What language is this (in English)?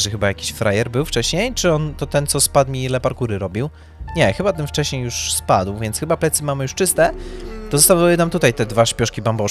Polish